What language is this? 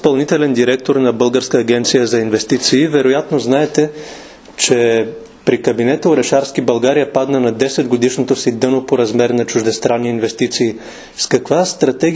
Bulgarian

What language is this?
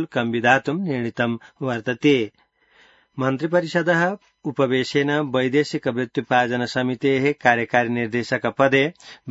Sanskrit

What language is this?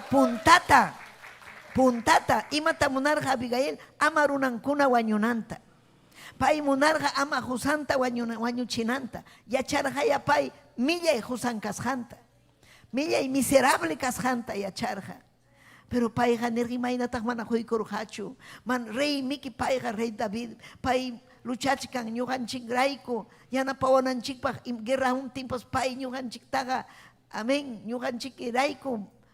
Ayacucho Quechua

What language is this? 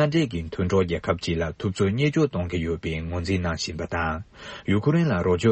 Tibetan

